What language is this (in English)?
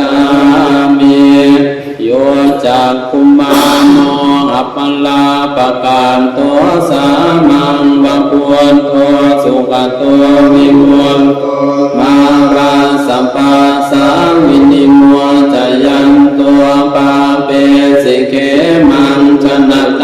Pali